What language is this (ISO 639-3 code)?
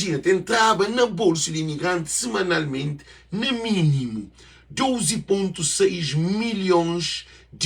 kea